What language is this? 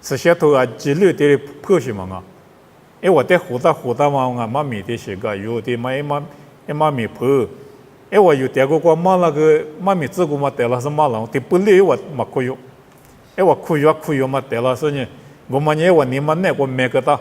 Lisu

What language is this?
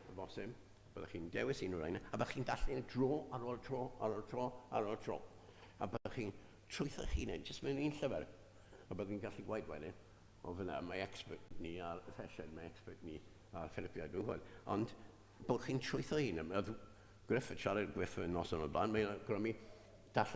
Welsh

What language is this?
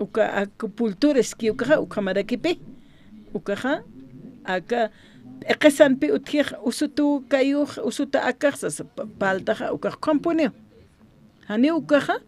Aymara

